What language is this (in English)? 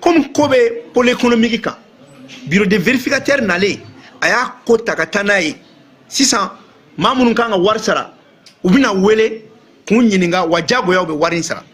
Bambara